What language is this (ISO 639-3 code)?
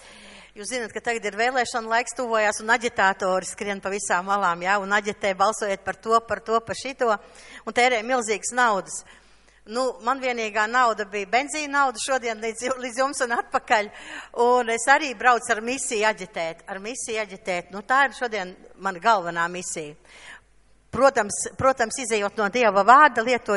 lav